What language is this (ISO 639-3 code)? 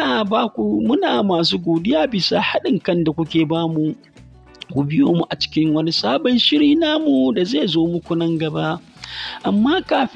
hau